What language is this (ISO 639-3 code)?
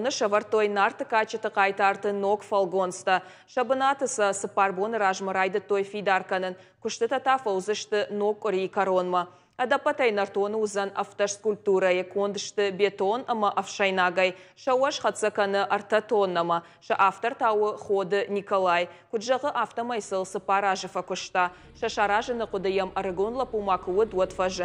oss